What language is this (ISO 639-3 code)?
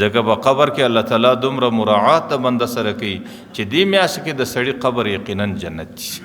pus